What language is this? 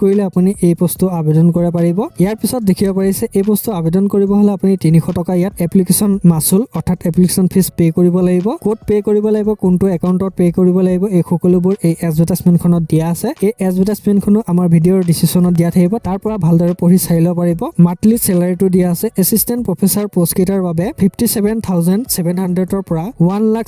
Assamese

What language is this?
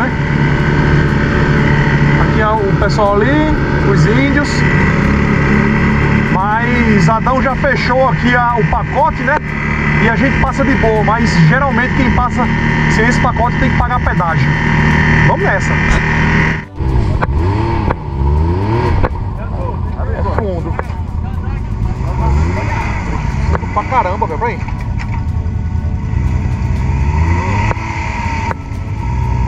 Portuguese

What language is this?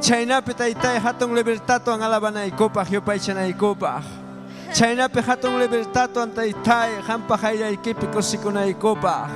Ayacucho Quechua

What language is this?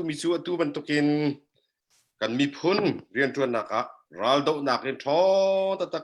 Hakha Chin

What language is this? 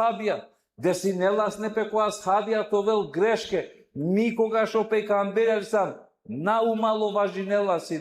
Balkan Romani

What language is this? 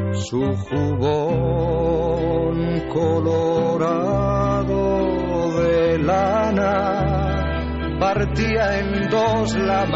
Basque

